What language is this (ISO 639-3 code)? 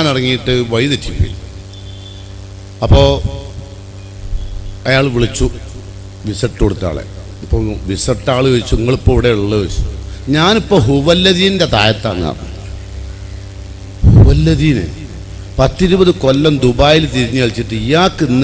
mal